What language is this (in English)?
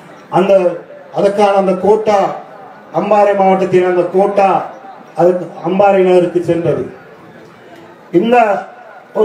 Tamil